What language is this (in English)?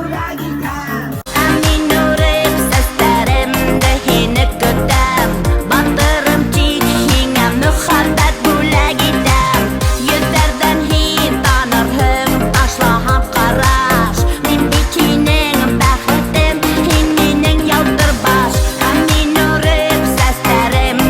Bashkir